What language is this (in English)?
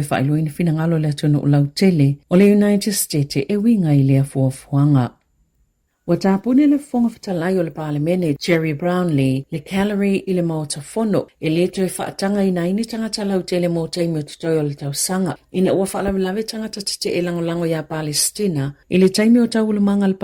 Samoan